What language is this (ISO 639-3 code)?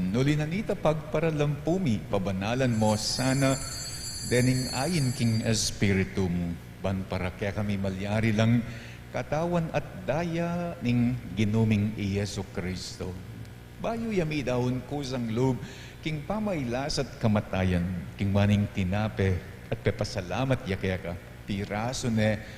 pam